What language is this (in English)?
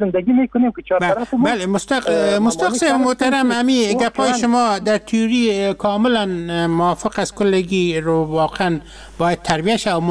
Persian